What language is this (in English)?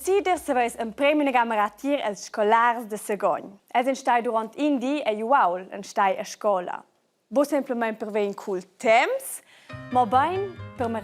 Romansh